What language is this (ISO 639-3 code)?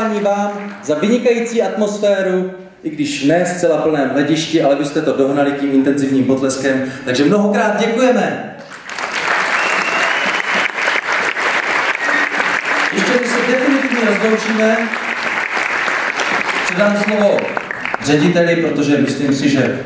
ces